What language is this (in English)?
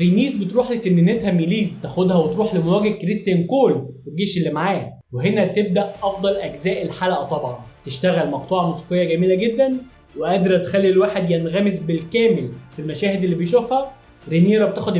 Egyptian Arabic